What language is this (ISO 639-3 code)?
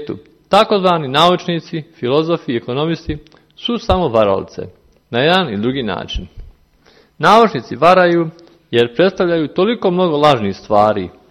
srp